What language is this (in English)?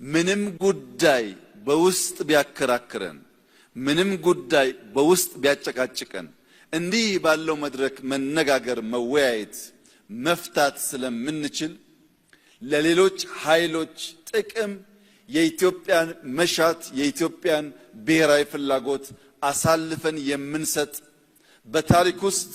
Amharic